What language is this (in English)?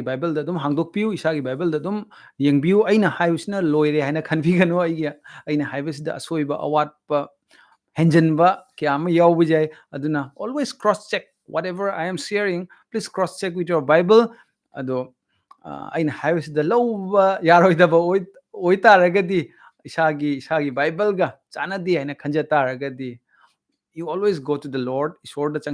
Manipuri